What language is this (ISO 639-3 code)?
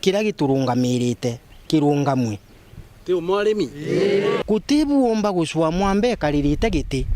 mer